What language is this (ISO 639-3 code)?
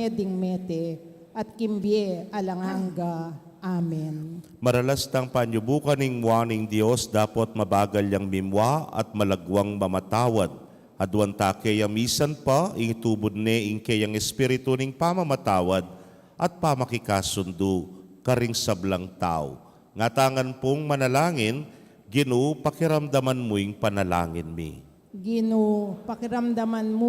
pam